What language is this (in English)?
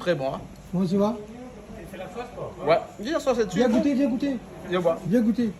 Réunion Creole French